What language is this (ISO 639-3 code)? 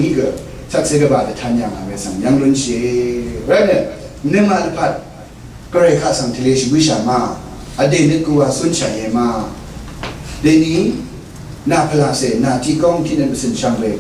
raw